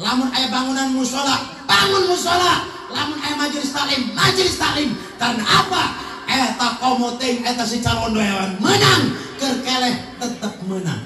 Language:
Sundanese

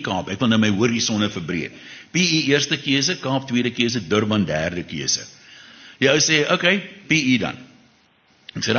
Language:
Afrikaans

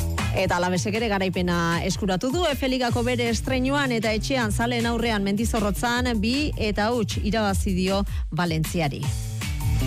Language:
Basque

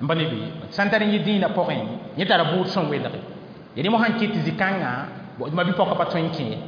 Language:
Mossi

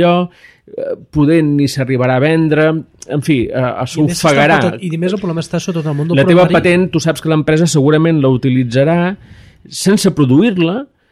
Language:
Catalan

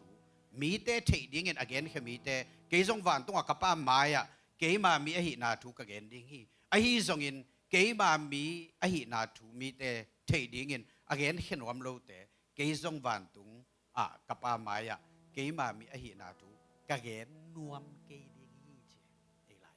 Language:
Tedim Chin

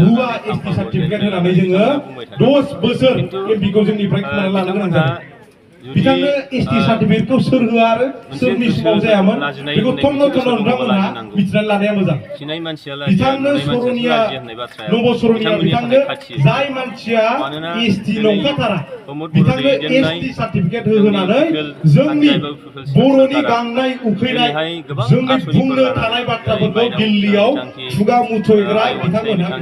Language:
Bodo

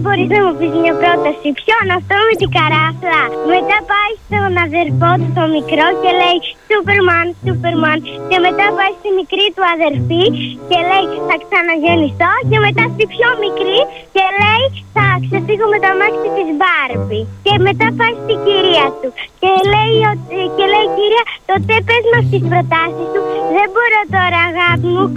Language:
Greek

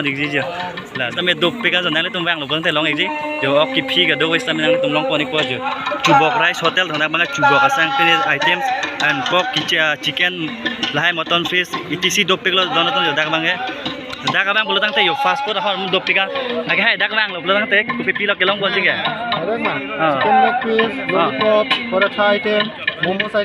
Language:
Karbi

